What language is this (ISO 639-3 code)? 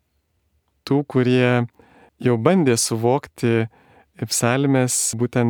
lit